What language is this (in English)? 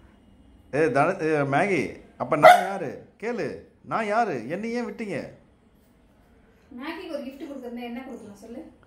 Tamil